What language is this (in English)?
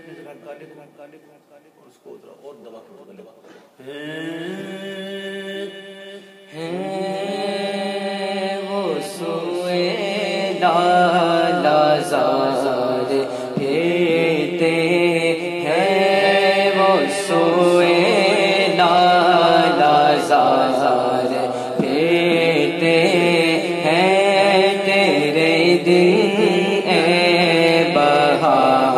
Urdu